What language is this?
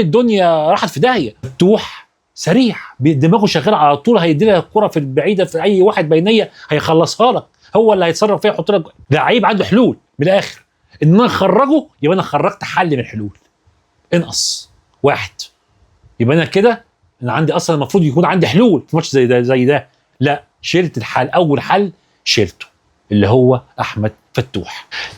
Egyptian Arabic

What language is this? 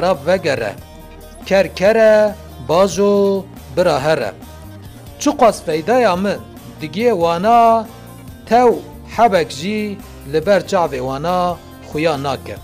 Kurdish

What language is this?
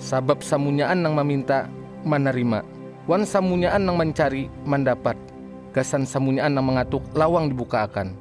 Banjar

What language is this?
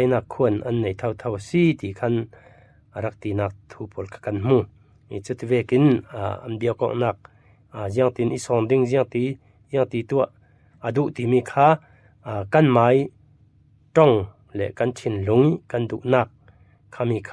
Falam Chin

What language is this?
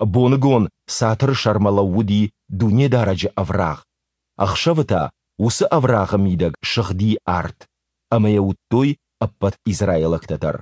Ossetic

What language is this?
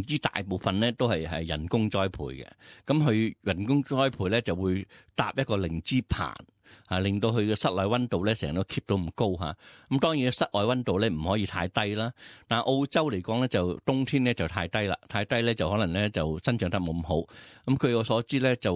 Cantonese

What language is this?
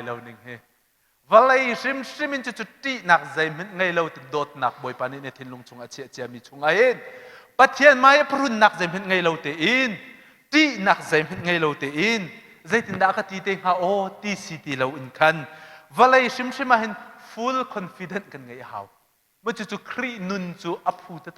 Hakha Chin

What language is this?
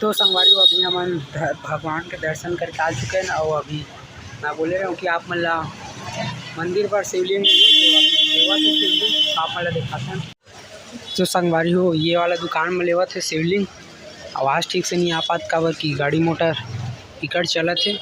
Chhattisgarhi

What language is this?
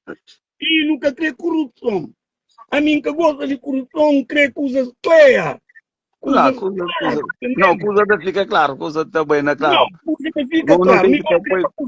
Kabuverdianu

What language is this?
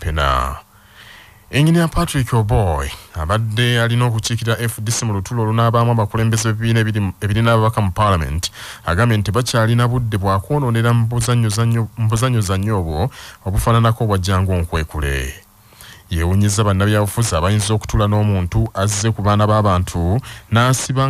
Ganda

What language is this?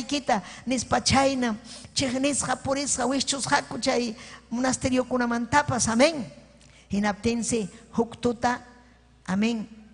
Ayacucho Quechua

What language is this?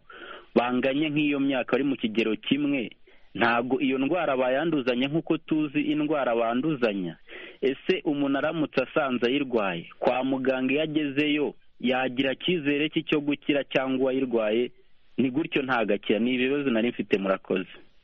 Kinyarwanda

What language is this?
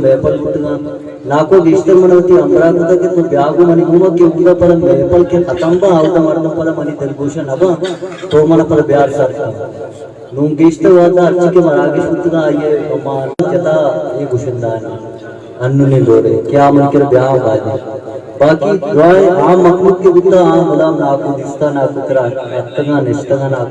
Eastern Balochi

